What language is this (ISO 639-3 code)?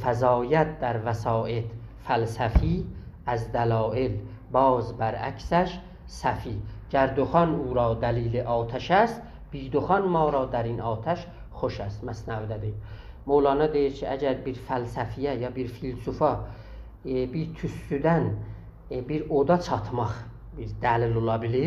azb